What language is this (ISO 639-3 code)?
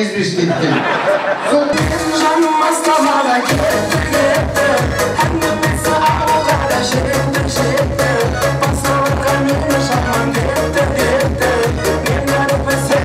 kaz